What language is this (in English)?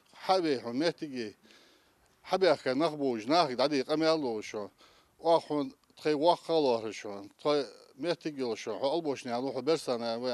Ingush